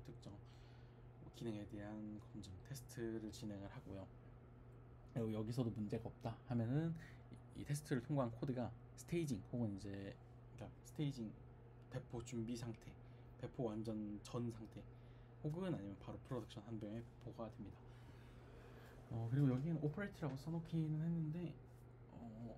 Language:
Korean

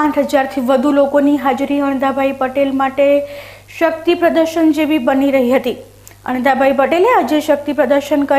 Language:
Gujarati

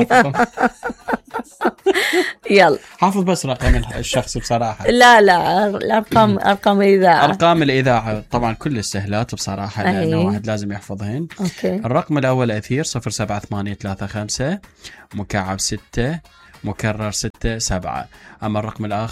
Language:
Mesopotamian Arabic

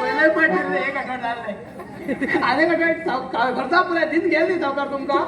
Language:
Konkani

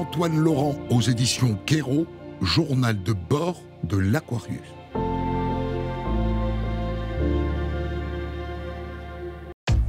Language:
French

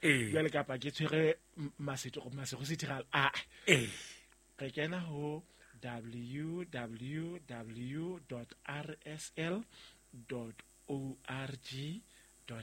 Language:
Southern Sotho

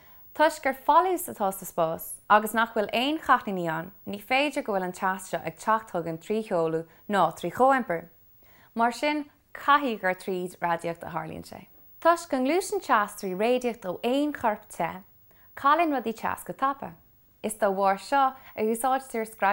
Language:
Irish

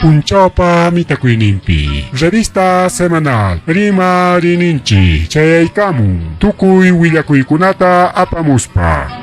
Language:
Ayacucho Quechua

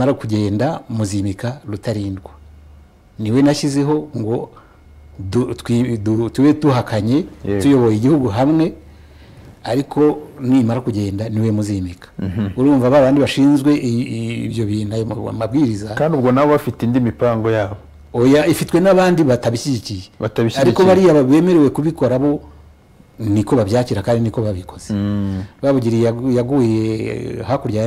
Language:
Kinyarwanda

